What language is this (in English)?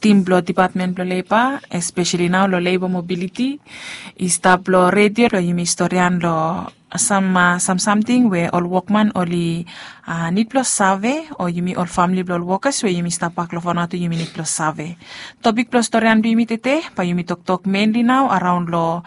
Bislama